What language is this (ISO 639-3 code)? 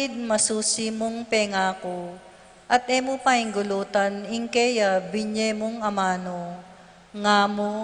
pam